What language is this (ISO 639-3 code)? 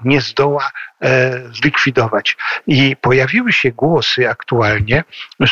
pol